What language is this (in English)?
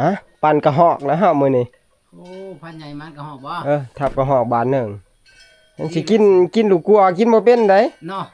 Northeastern Thai